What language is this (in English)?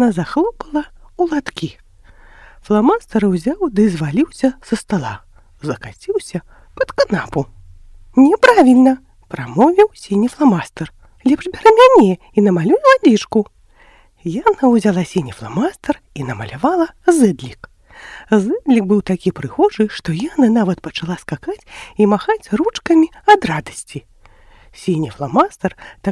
Belarusian